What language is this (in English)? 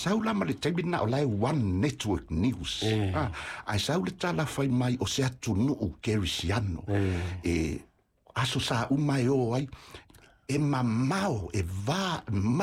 Samoan